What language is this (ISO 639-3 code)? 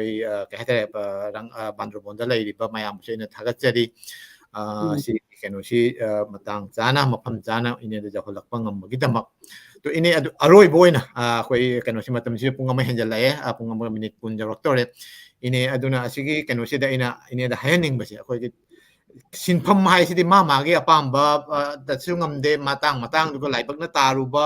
mni